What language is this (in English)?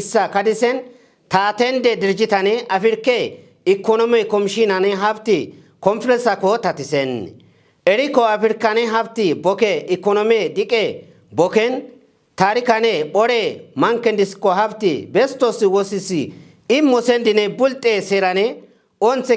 Kafa